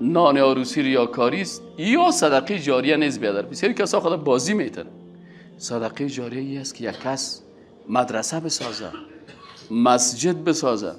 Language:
Persian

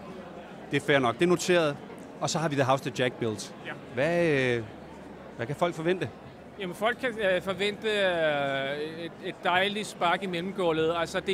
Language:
Danish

